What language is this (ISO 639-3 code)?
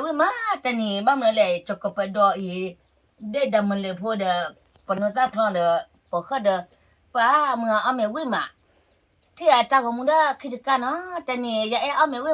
ksw